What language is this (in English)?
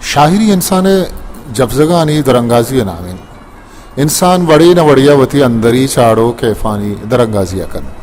Baluchi